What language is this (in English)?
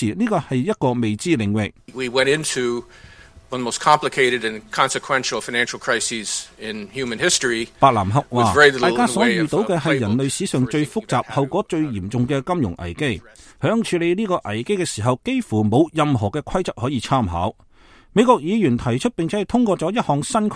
Cantonese